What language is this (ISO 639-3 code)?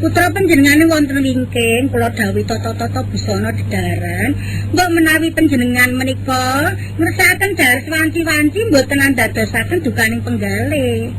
jav